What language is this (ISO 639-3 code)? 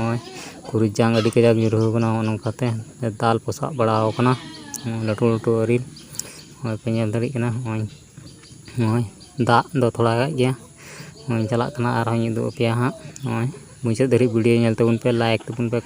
sat